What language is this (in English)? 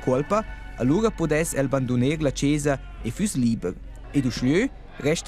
Romansh